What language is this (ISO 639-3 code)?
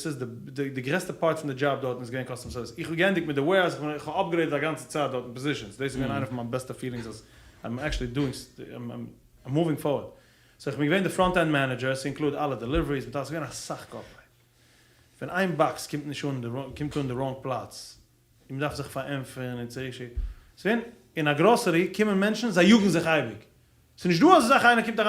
yid